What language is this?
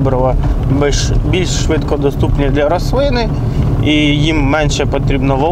Ukrainian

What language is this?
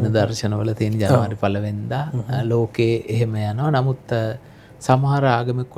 Sinhala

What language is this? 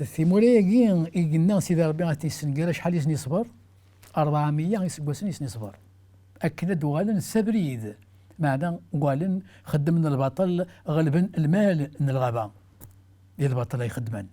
Kabyle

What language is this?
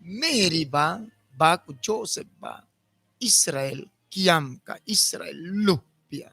Mískito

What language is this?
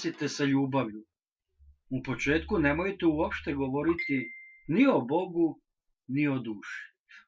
Serbian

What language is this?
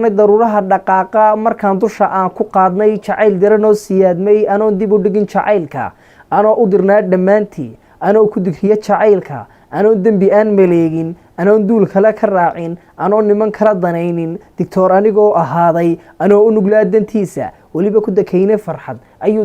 Somali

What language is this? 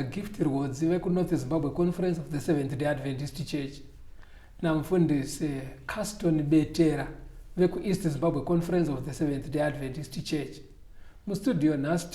Shona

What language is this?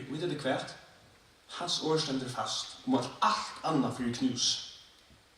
Faroese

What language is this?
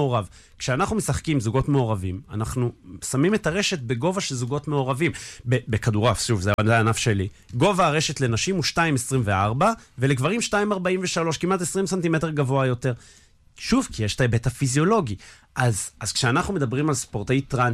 Hebrew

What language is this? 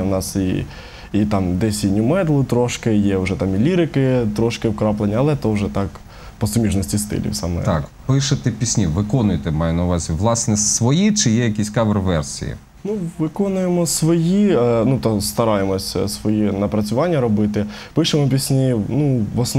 Ukrainian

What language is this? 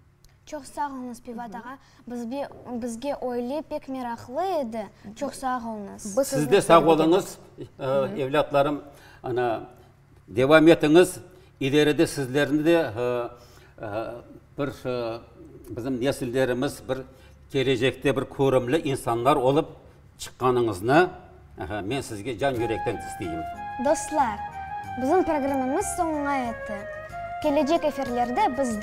Crimean Tatar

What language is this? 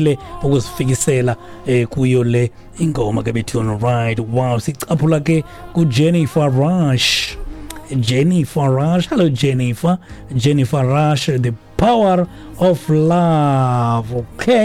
Xhosa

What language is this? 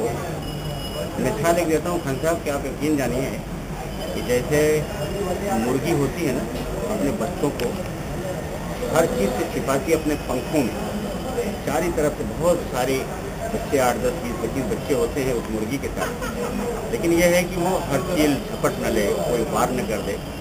Urdu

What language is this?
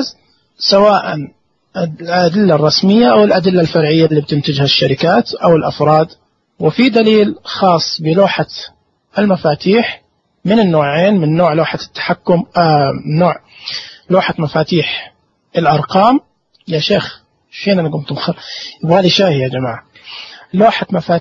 Najdi Arabic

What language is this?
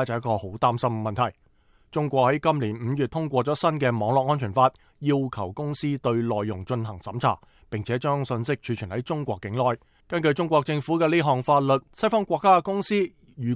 Cantonese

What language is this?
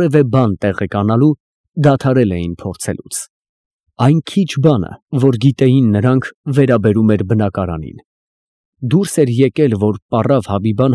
Armenian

